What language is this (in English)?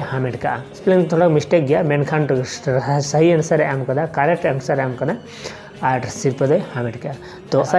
Santali